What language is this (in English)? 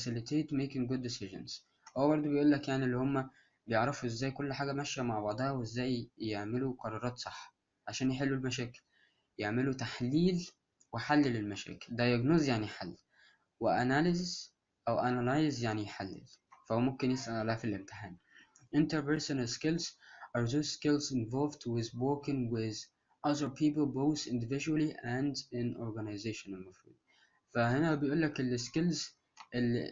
Egyptian Arabic